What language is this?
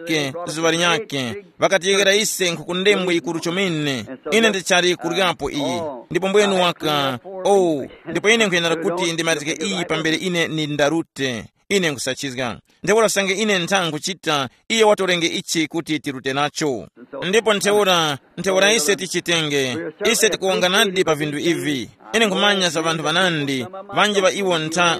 Tumbuka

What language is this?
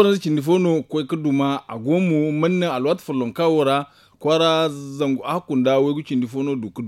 Zarma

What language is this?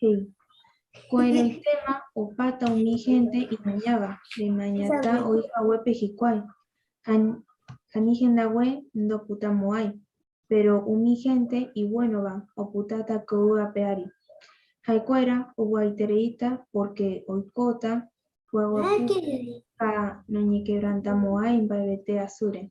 Guarani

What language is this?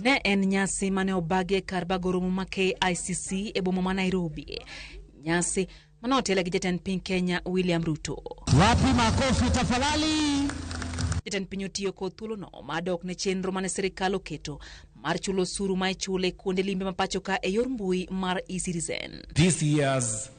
Luo (Kenya and Tanzania)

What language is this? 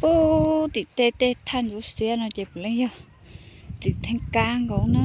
Hmong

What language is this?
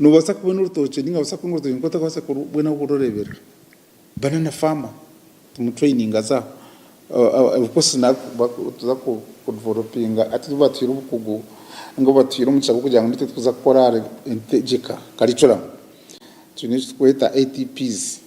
Nyankole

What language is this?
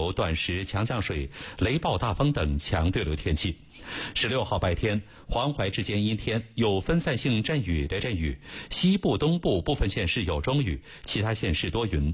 Chinese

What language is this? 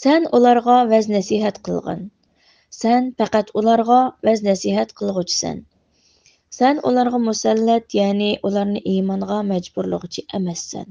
Uyghur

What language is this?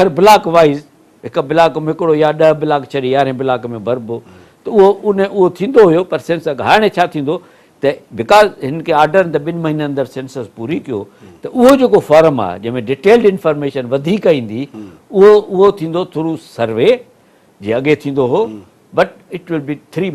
Sindhi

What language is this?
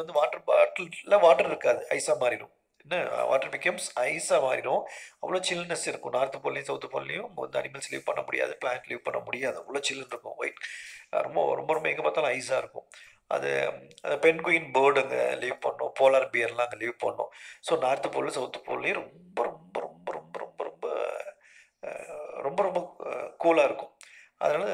Tamil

